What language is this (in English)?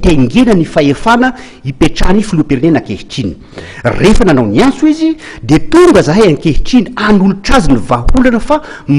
Malagasy